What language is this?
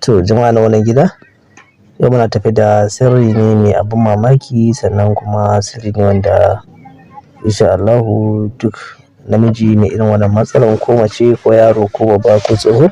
Hausa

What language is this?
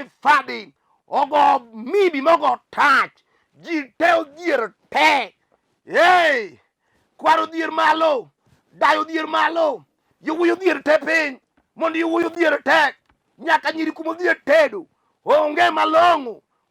Luo (Kenya and Tanzania)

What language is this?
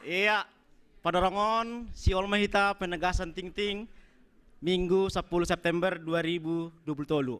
Batak Simalungun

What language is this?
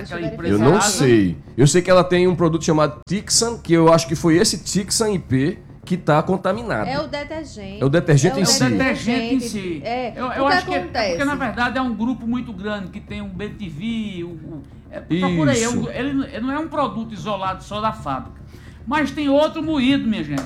Portuguese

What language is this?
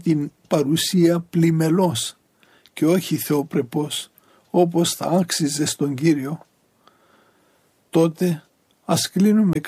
Greek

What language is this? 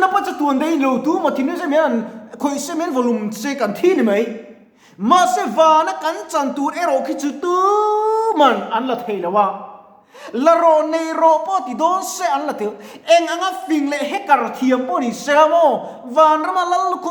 Mizo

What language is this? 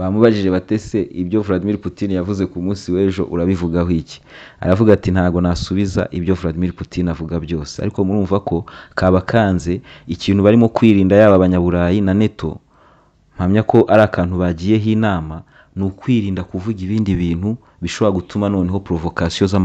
Kinyarwanda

